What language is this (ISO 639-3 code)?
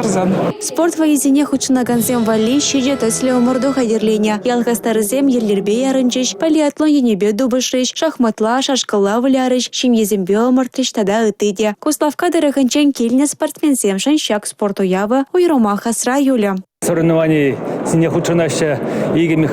chv